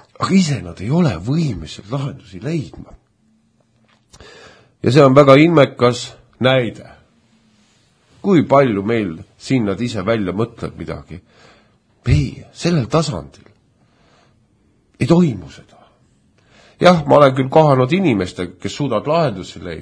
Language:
Estonian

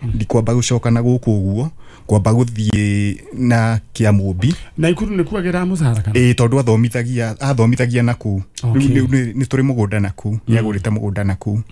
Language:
Kikuyu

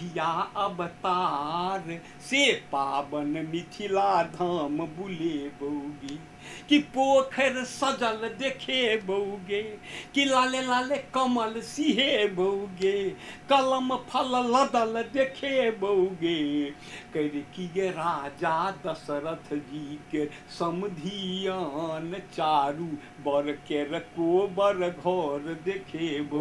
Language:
Maithili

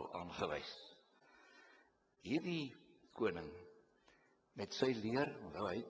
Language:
Afrikaans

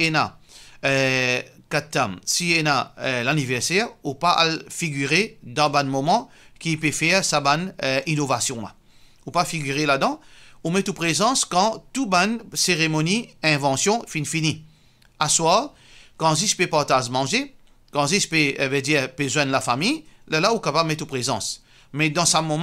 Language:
Morisyen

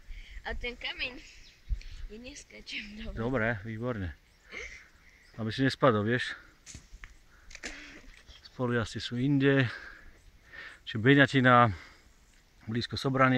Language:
Slovak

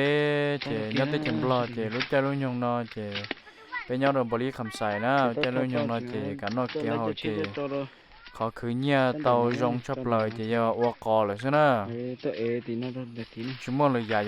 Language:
Hmong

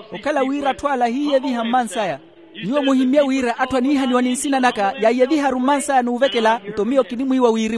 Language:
Makhuwa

